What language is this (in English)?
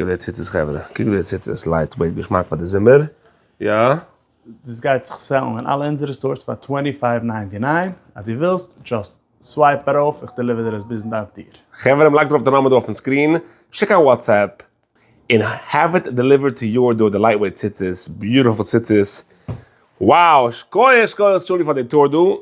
Yiddish